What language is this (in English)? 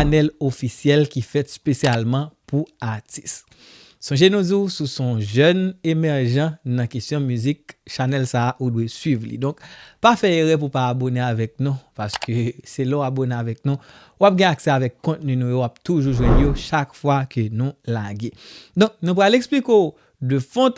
Haitian Creole